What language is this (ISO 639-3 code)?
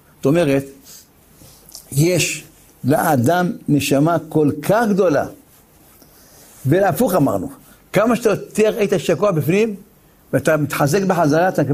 heb